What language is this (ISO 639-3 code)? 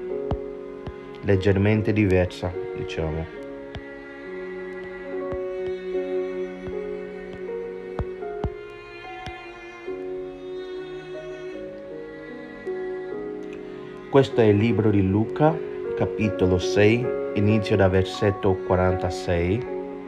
ita